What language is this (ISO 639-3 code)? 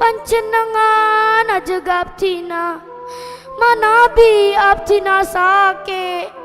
mad